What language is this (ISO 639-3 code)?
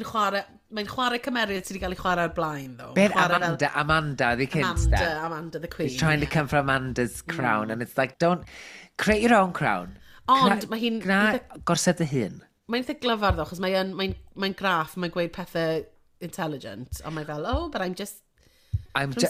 cym